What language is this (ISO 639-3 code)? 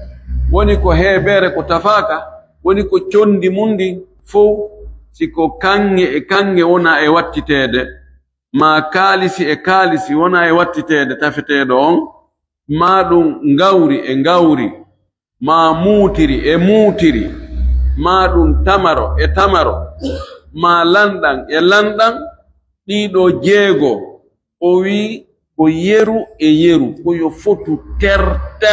ful